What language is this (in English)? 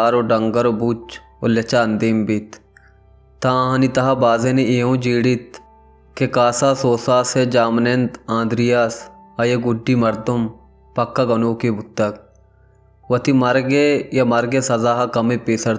Baluchi